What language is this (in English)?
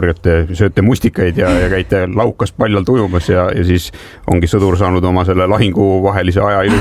Estonian